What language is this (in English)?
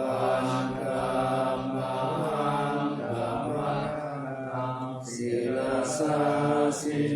Pali